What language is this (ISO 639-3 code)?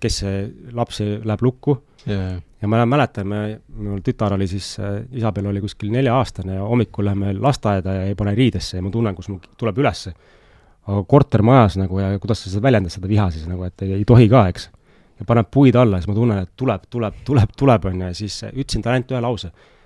est